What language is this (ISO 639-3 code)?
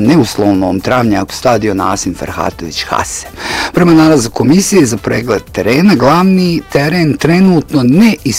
bos